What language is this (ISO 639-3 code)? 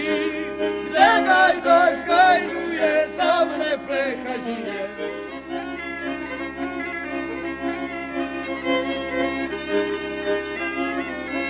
slk